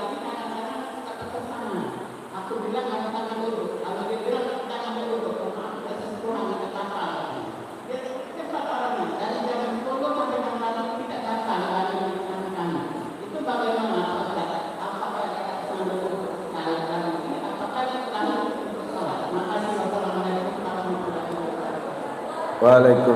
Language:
Musi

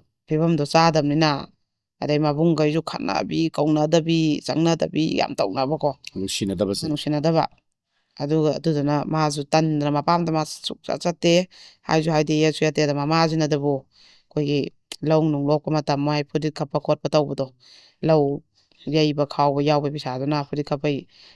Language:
Manipuri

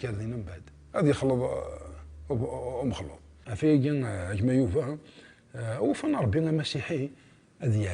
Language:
Kabyle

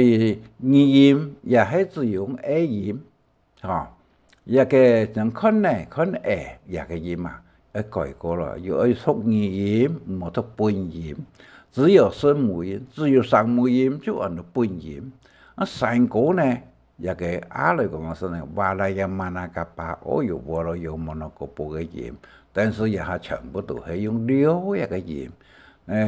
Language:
Hakka Chinese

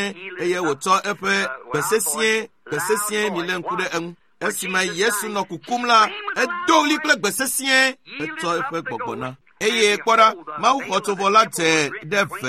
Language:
Ewe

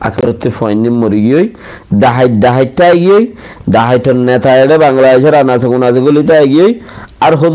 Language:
Rohingya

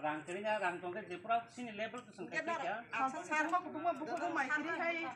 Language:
Kok Borok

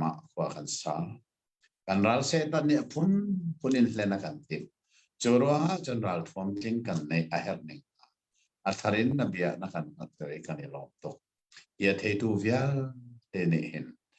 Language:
Hakha Chin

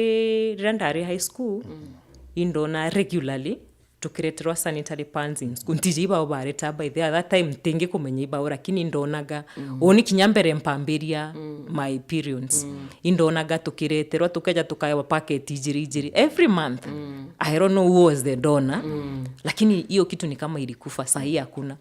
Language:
Meru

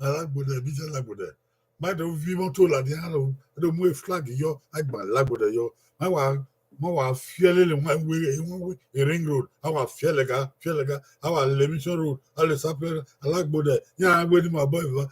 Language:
Bini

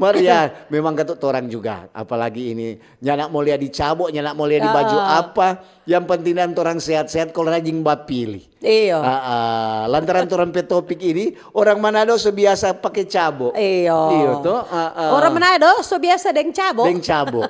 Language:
Manado Malay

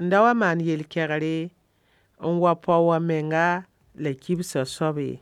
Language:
Mossi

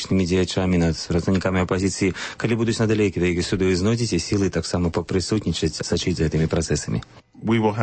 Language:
Belarusian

